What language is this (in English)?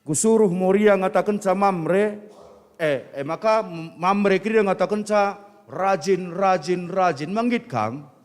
Batak Karo